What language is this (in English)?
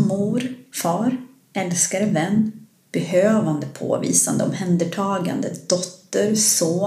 Swedish